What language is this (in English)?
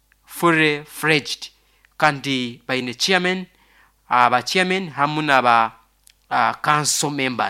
Nyoro